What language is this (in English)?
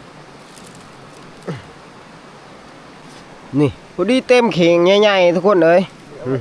Northeastern Thai